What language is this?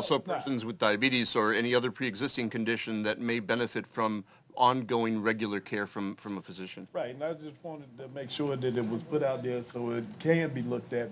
English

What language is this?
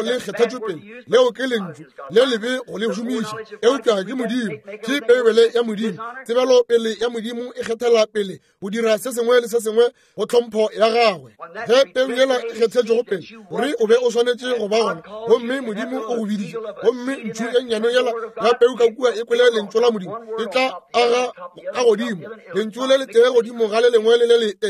Northern Sotho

